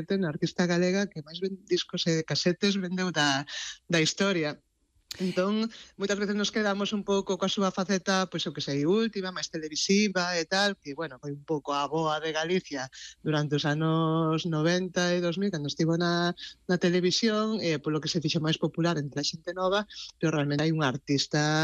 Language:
Galician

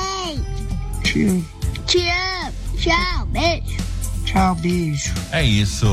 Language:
Portuguese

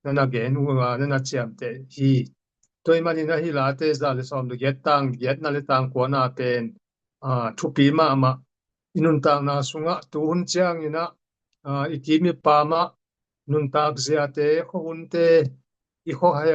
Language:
Tedim Chin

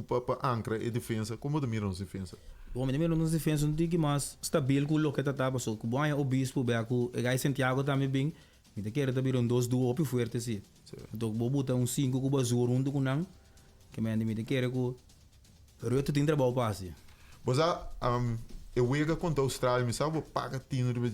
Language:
Papiamento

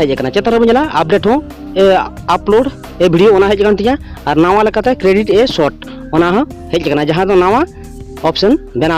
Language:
Santali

